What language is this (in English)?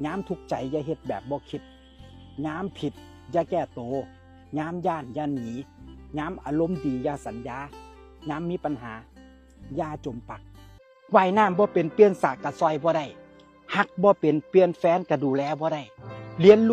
Northeastern Thai